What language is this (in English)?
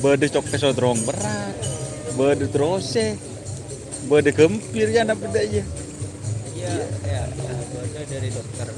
Madurese